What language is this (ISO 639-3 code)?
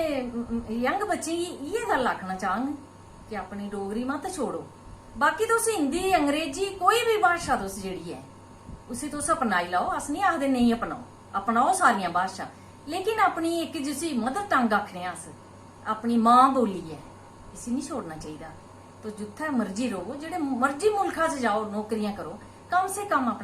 doi